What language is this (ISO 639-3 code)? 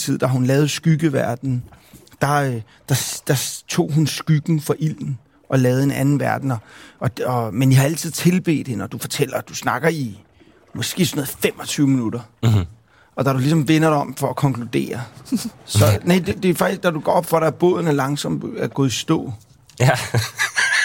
dan